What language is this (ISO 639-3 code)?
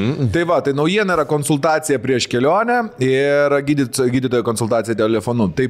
lit